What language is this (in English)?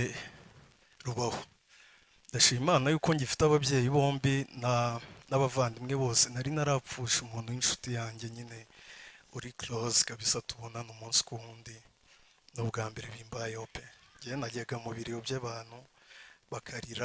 Kinyarwanda